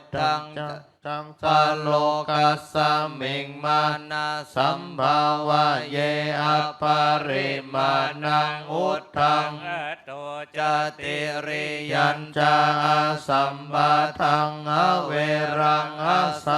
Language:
Pali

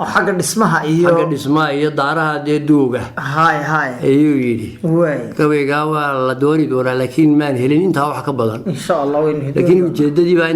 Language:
Somali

